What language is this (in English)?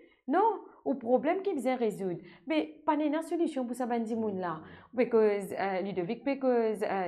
Morisyen